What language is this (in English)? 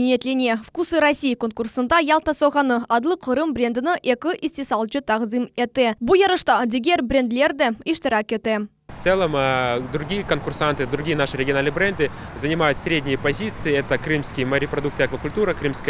Crimean Tatar